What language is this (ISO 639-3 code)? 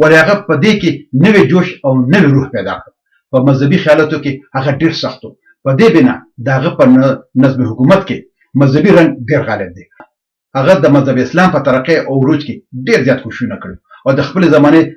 pus